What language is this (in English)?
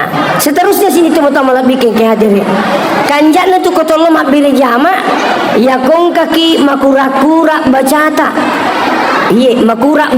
Buginese